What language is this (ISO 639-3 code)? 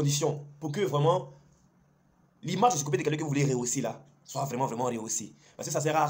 fra